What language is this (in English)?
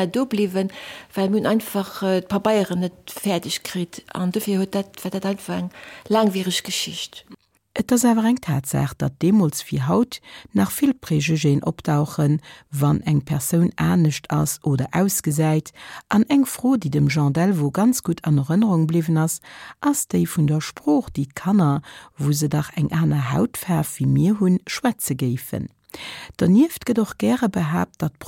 Luxembourgish